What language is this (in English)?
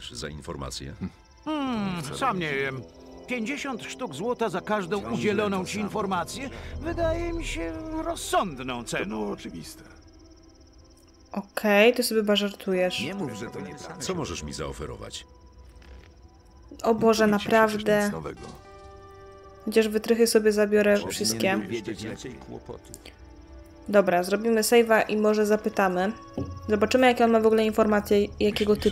Polish